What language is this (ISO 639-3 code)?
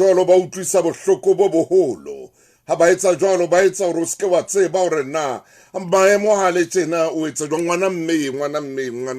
sot